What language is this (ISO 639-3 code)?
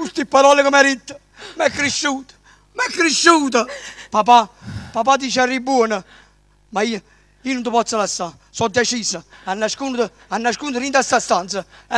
nap